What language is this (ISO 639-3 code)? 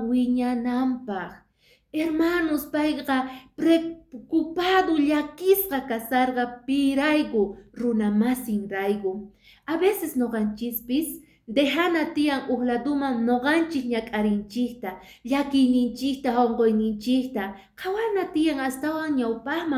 que